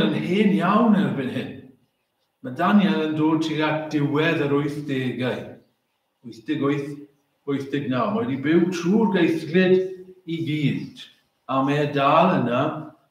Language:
Welsh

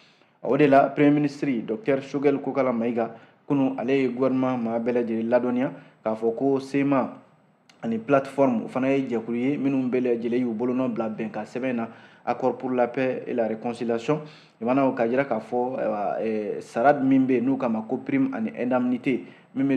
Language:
Bambara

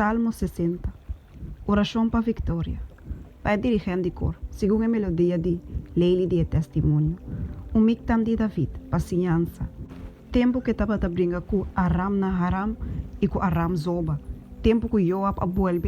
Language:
Papiamento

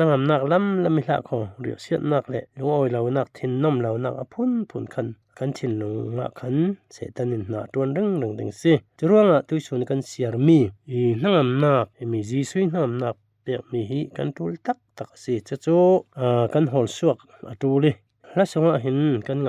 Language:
Falam Chin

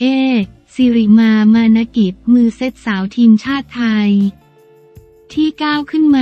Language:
Thai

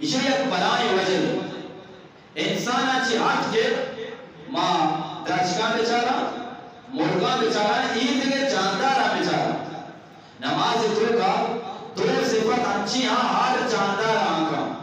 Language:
Eastern Balochi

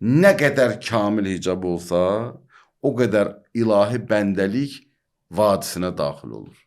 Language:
Azerbaijani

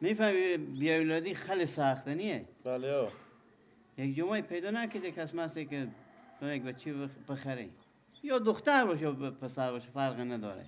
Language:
Persian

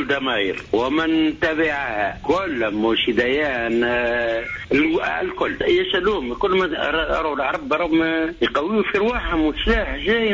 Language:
Tunisian Arabic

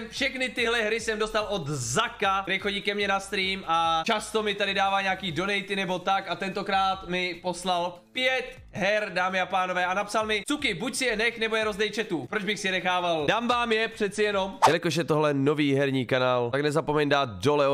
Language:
Czech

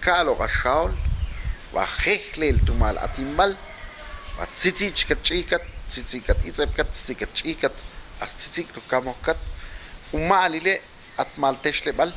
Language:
Ixil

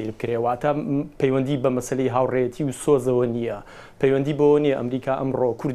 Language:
Central Kurdish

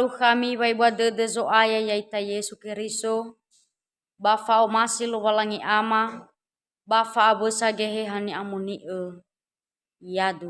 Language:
Nias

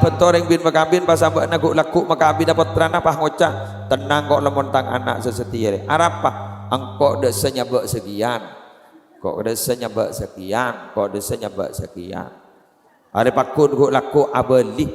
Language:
Madurese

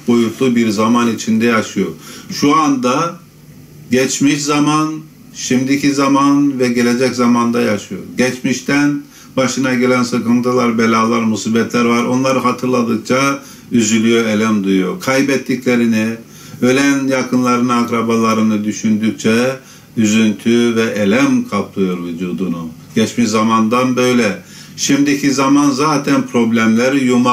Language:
Turkish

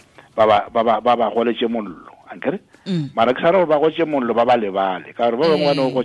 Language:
Tswana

